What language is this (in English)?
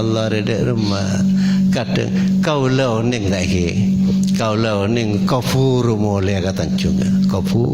Madurese